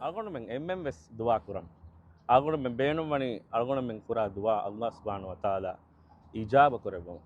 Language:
Divehi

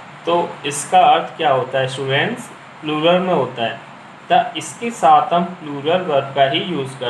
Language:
Hindi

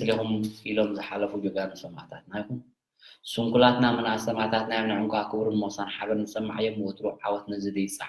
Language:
Tigrinya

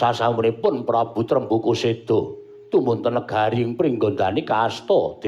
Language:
Javanese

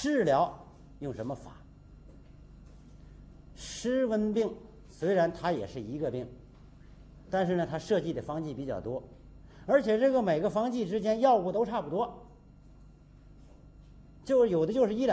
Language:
Chinese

